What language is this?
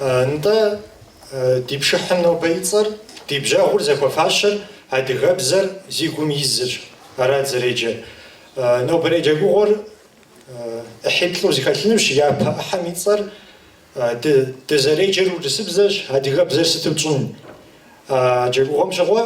Kabardian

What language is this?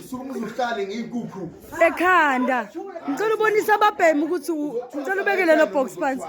Zulu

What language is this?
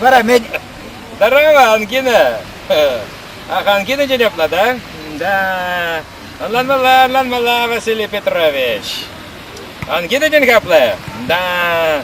Chuvash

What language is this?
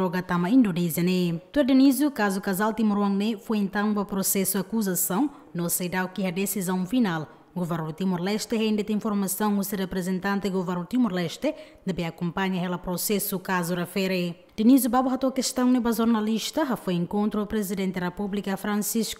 Tetum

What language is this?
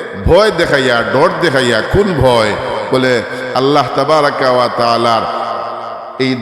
Sylheti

